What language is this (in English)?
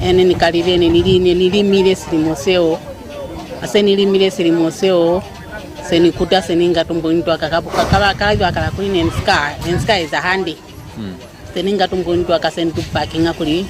Lozi